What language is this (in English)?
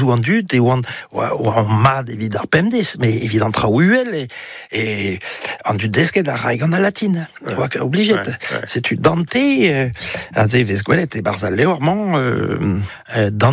Breton